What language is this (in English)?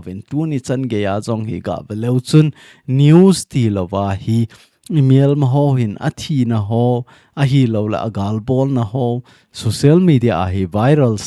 Thado Chin